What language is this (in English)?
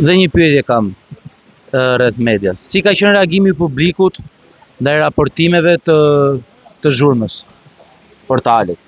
Albanian